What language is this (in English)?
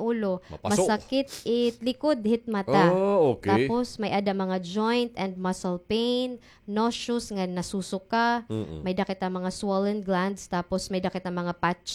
Waray